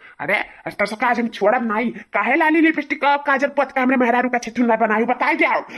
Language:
Awadhi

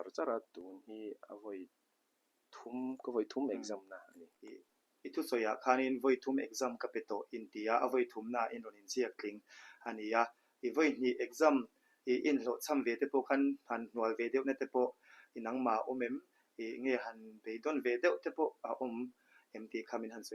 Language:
Mizo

